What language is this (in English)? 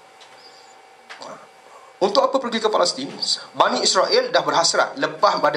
Malay